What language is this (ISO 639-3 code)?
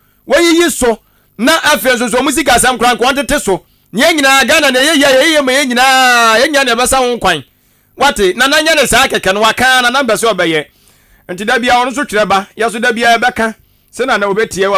aka